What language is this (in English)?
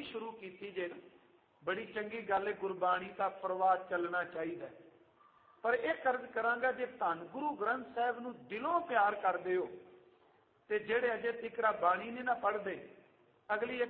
Punjabi